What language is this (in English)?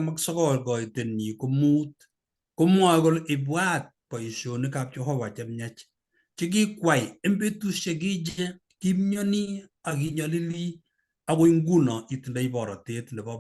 Kalenjin